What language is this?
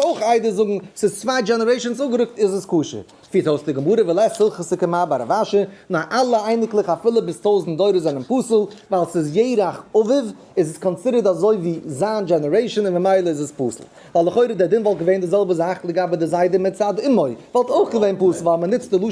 Yiddish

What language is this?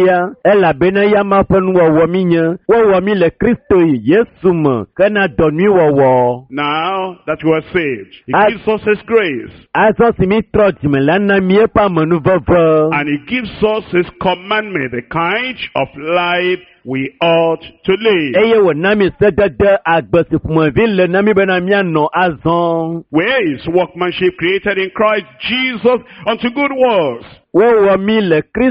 Ewe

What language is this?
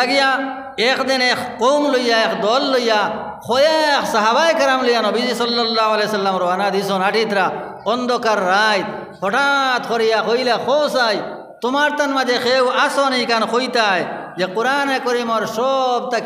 Sylheti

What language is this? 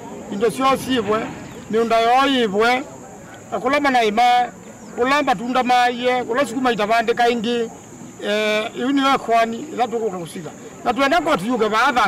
Kamba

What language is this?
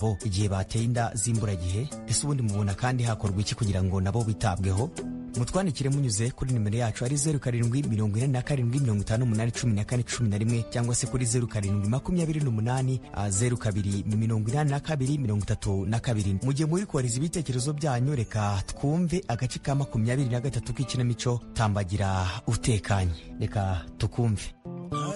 Kinyarwanda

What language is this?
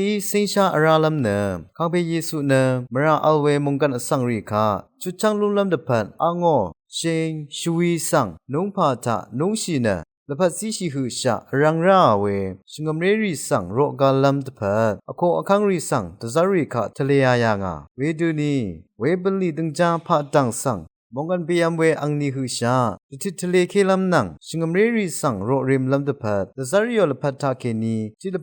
Rawang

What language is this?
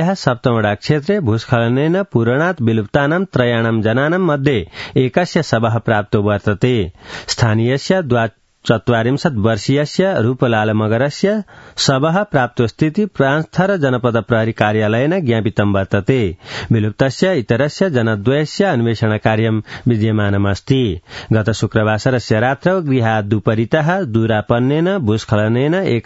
Sanskrit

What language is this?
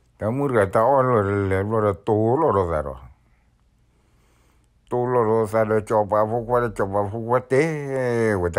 S'gaw Karen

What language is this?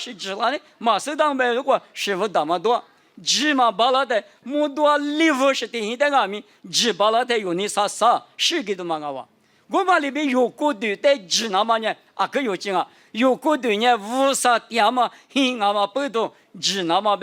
Lisu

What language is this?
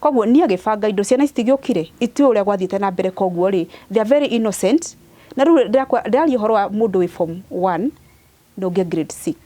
Kikuyu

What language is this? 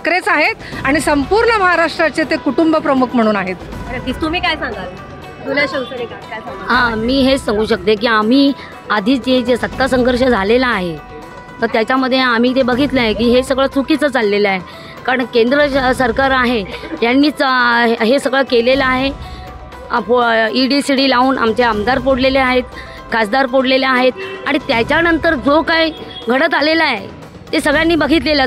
Marathi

